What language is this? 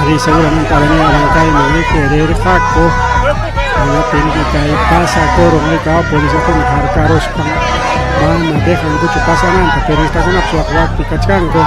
Ayacucho Quechua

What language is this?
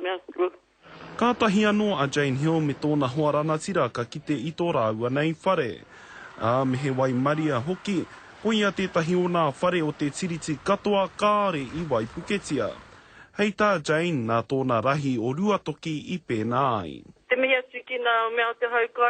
Māori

